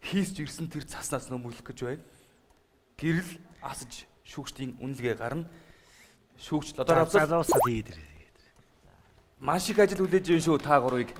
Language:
Mongolian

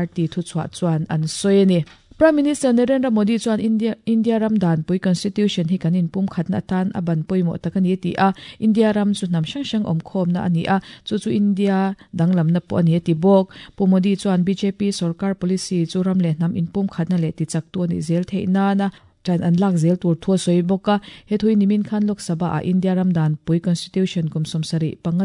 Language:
Mizo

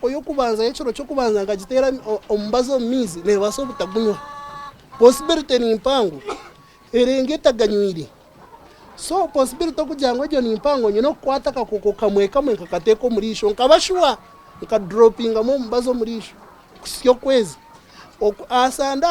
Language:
Nyankole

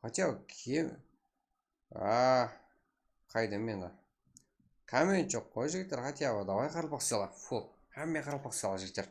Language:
Kara-Kalpak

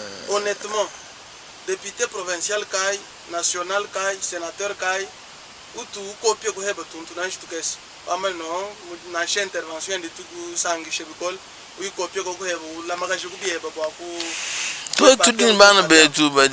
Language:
Luba-Lulua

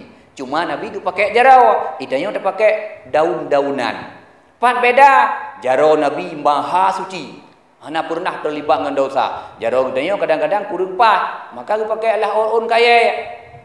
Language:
Achinese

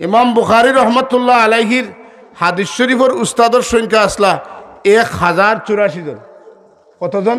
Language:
Sylheti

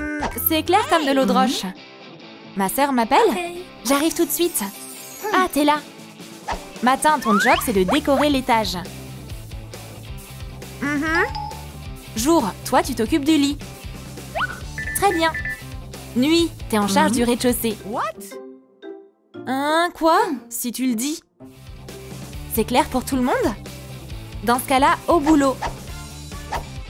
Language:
French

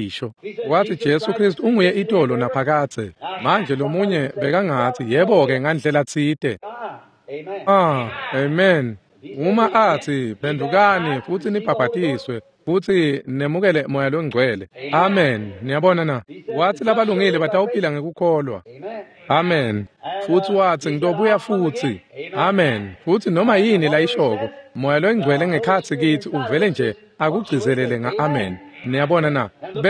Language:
Swati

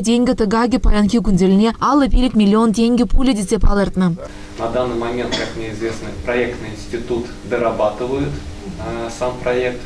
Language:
Chuvash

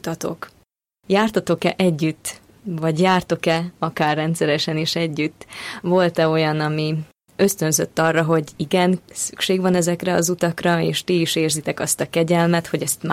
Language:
Hungarian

